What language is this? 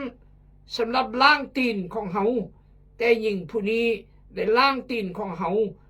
Khmu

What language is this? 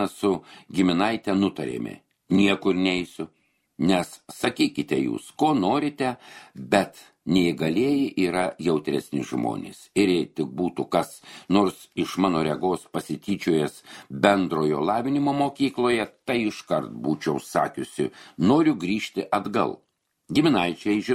Lithuanian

